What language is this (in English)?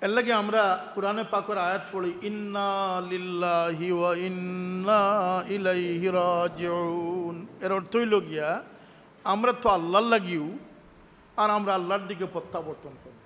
Sylheti